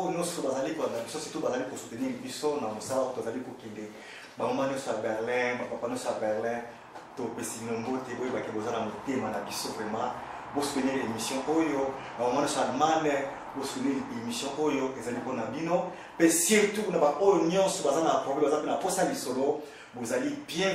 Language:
Lingala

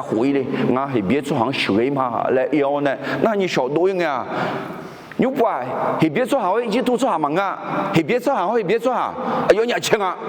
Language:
Akha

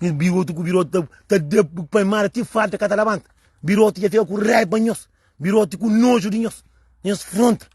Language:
Kabuverdianu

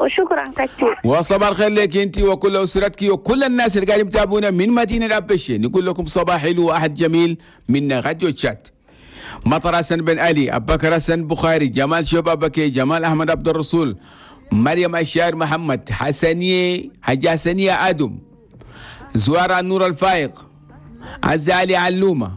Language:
Chadian Arabic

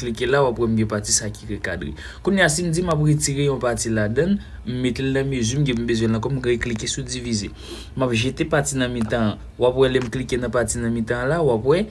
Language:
Haitian Creole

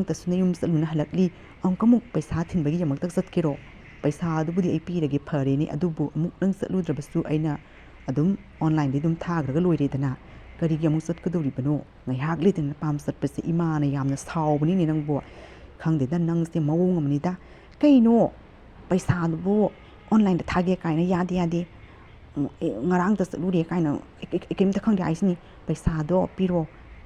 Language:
Manipuri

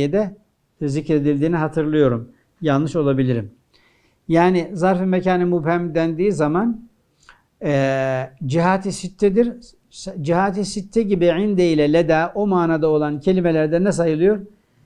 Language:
Turkish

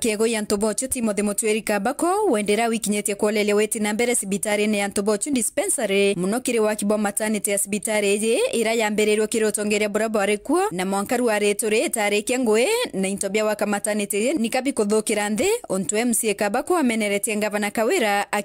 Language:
Meru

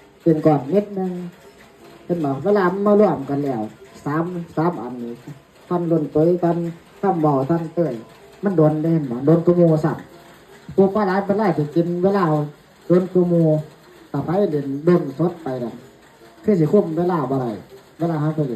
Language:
Lao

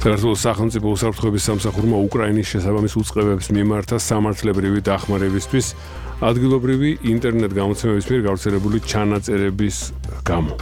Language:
Georgian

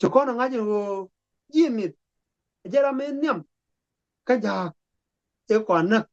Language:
Nuer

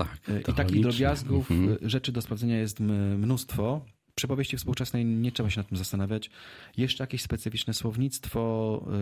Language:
Polish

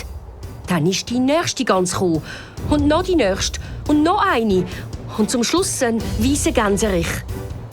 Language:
Swiss German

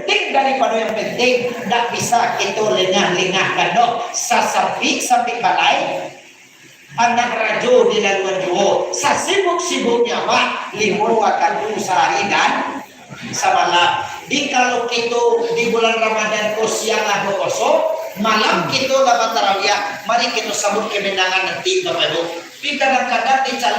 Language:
Minangkabau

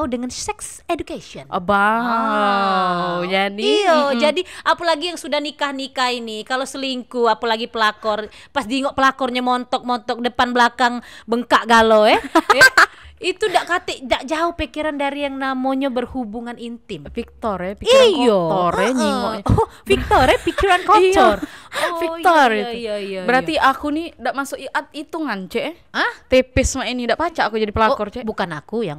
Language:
Musi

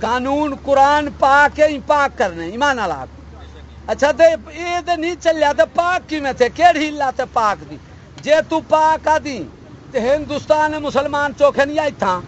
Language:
Saraiki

